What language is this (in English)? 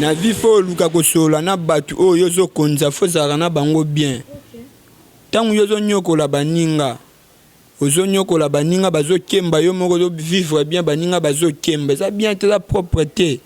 Lingala